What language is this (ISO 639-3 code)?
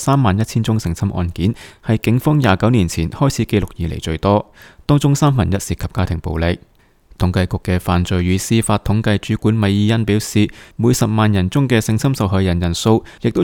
yue